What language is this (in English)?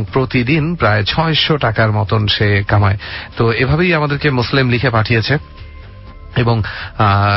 Bangla